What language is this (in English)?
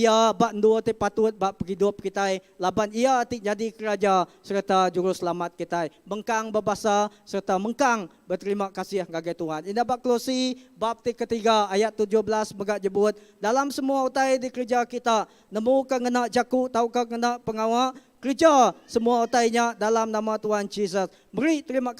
Iban